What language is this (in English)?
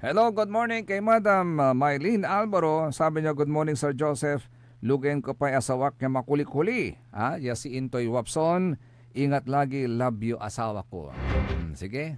Pangasinan